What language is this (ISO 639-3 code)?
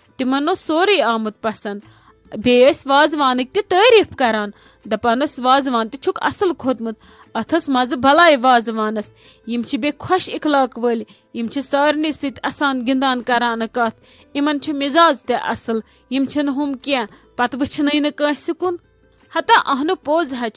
kas